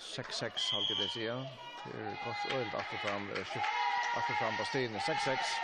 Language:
Faroese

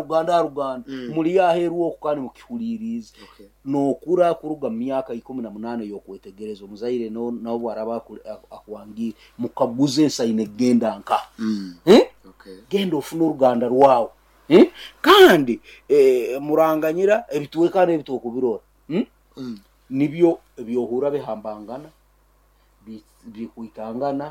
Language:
Nyoro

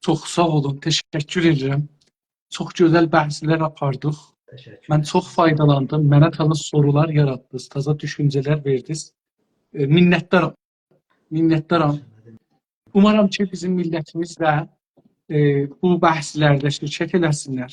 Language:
South Azerbaijani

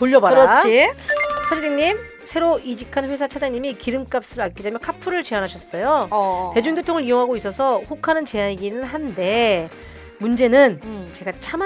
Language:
Korean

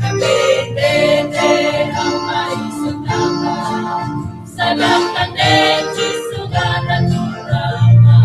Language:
Fijian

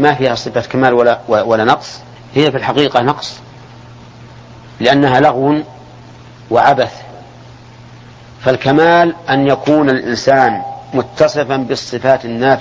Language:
Arabic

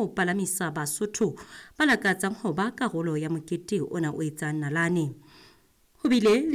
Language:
Southern Sotho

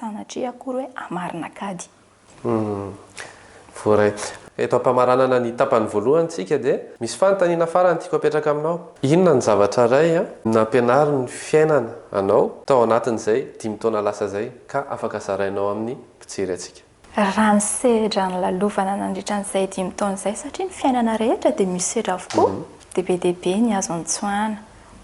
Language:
Malagasy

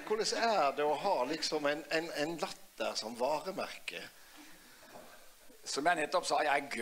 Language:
Norwegian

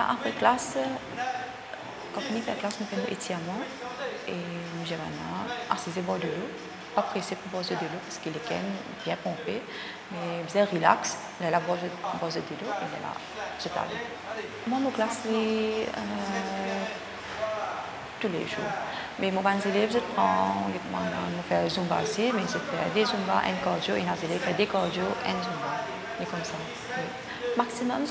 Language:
French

